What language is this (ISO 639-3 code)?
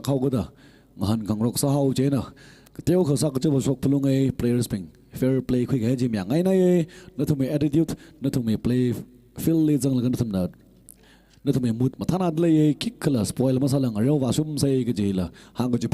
nmf